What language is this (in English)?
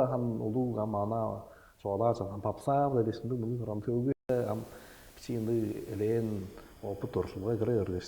Tuvinian